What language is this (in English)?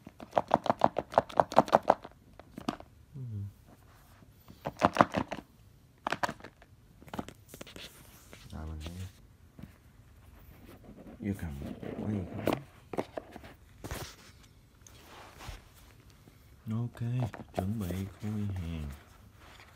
Vietnamese